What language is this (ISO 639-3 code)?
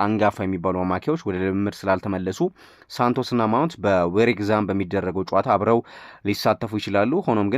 amh